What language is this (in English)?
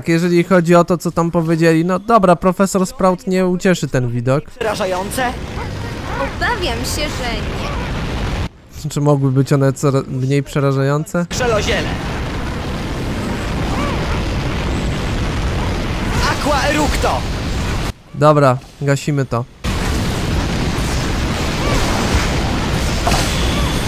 Polish